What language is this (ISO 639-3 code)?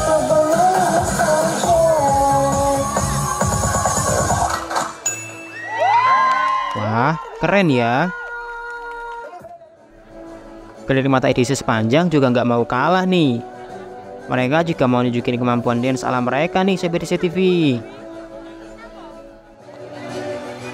ind